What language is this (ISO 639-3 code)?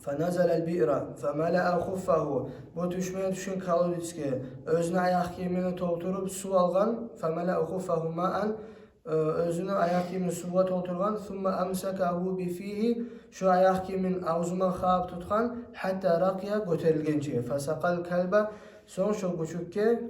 kum